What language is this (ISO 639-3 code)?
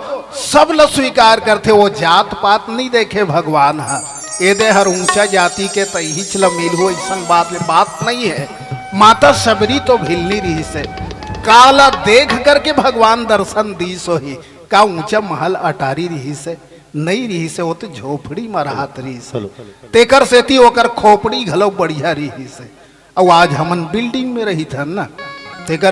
hne